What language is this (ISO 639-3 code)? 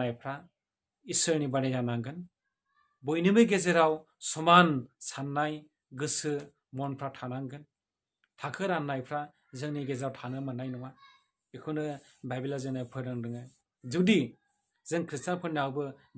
brx